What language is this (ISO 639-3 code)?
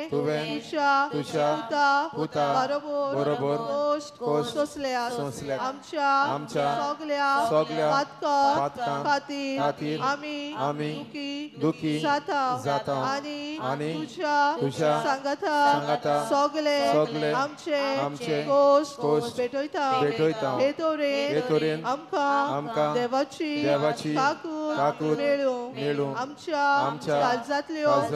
kok